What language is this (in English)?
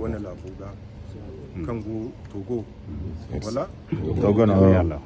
Zarma